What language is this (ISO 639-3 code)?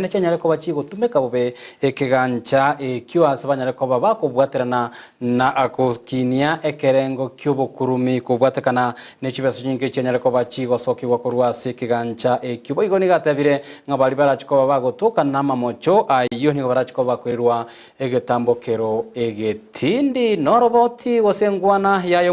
guz